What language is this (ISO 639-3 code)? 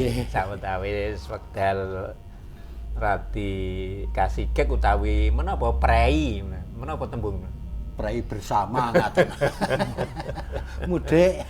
jav